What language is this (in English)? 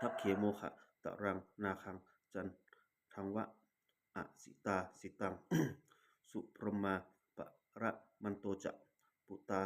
Pali